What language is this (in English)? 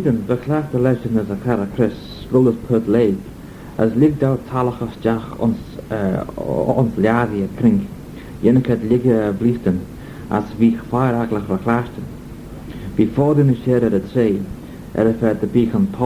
Manx